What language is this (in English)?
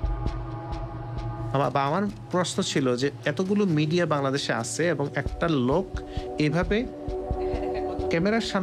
Bangla